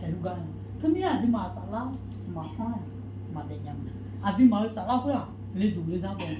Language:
Akha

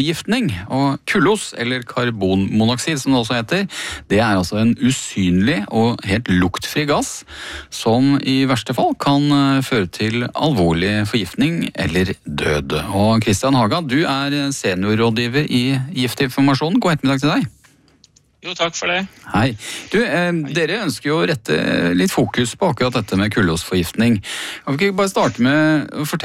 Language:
Norwegian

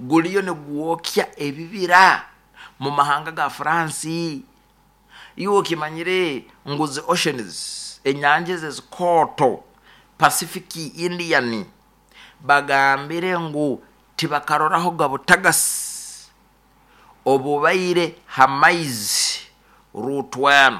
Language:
Nyoro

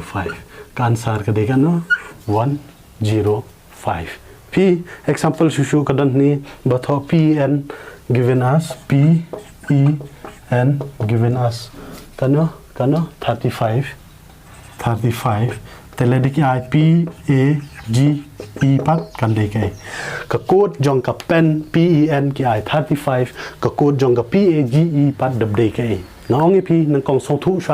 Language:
Khasi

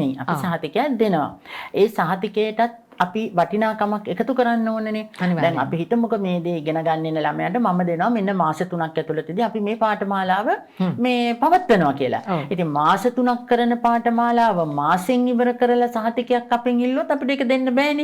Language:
Sinhala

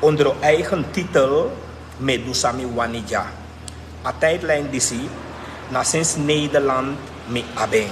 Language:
Sranan Tongo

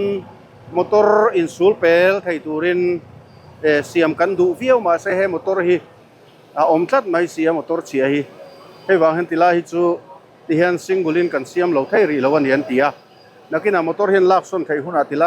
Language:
Mizo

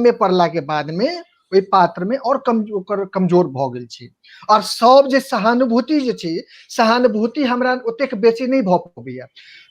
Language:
Maithili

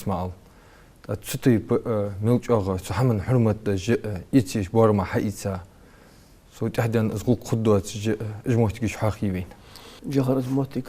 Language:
Ingush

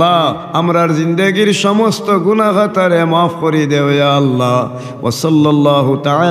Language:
Sylheti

